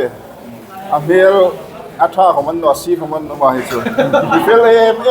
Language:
Hmar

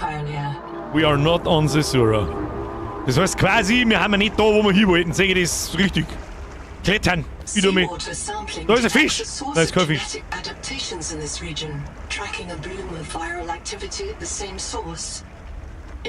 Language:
Bavarian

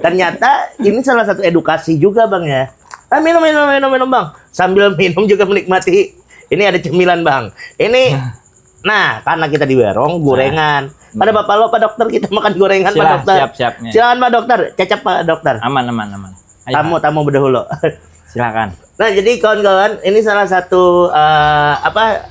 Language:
Banjar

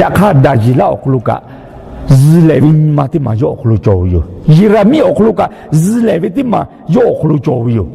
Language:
Lahu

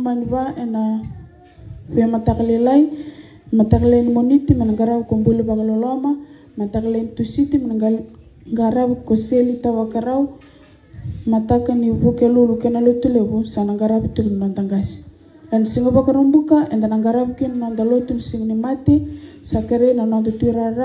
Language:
Fijian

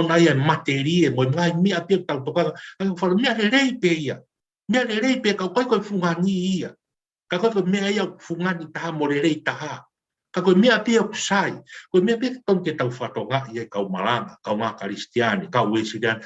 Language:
Tongan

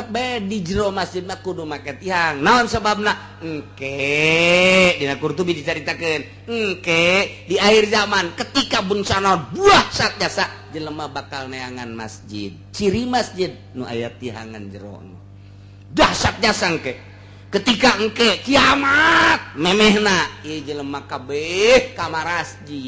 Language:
Sundanese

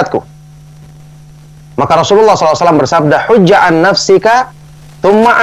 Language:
Indonesian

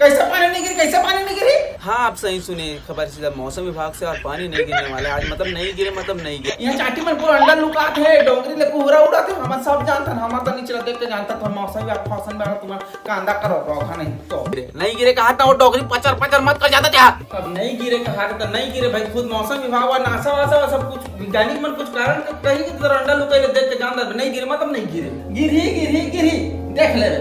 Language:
Chhattisgarhi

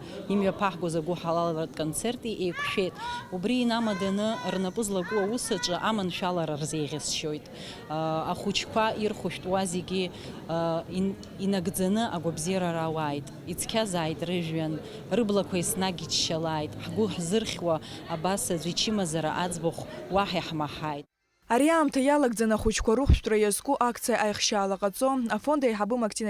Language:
Abkhazian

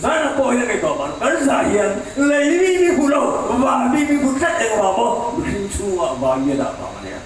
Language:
Mizo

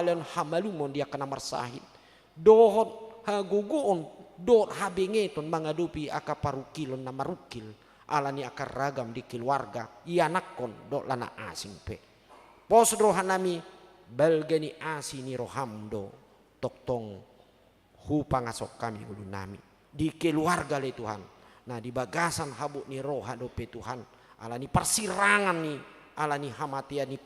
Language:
Batak Toba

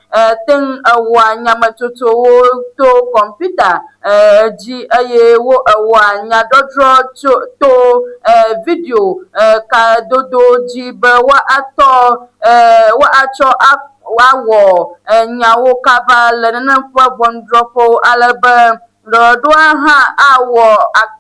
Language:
Ewe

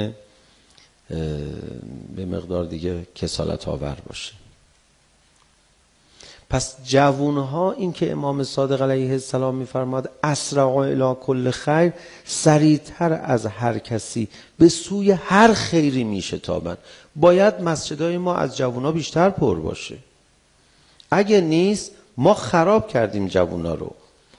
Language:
Persian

